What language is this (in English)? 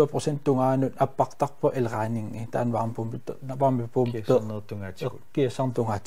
Kalaallisut